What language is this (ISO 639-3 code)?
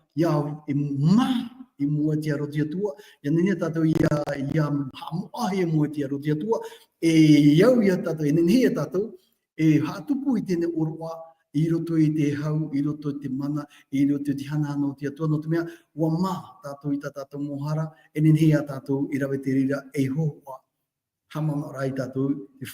tah